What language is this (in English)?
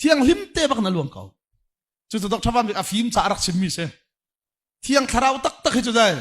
Hakha Chin